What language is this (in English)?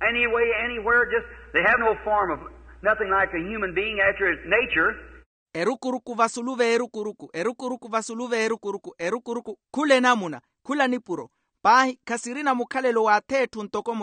Makhuwa